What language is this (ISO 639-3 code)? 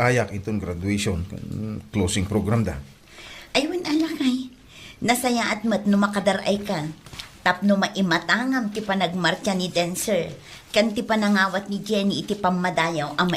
ilo